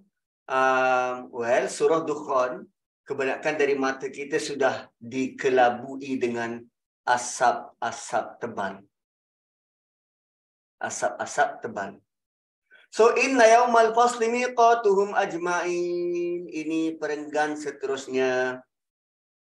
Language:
Malay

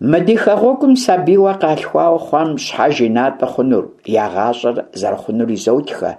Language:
Kabardian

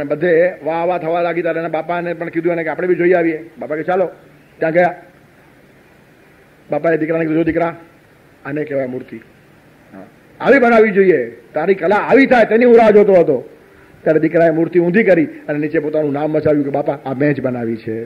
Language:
Gujarati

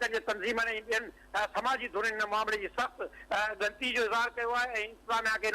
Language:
Sindhi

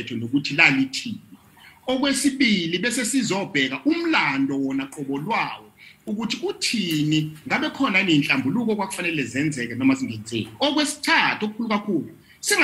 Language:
Zulu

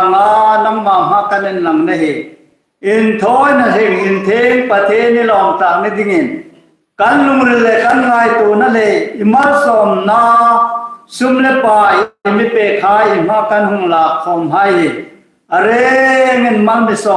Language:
Hmar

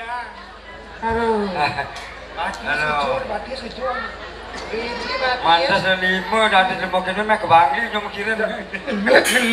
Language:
Balinese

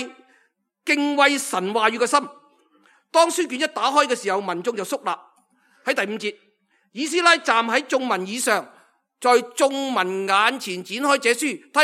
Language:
Cantonese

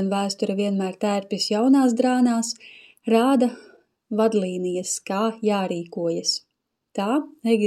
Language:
Latvian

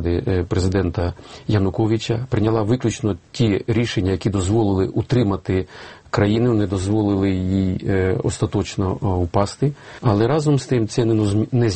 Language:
Ukrainian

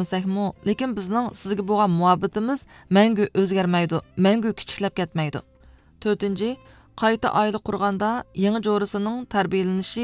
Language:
Uyghur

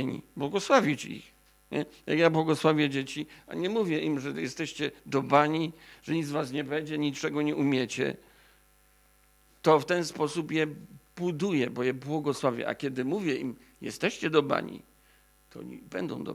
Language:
Polish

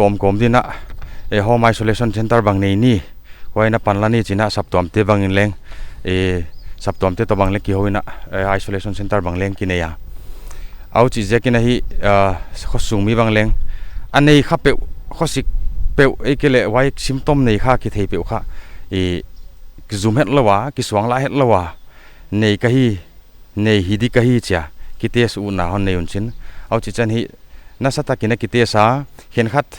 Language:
Paite Chin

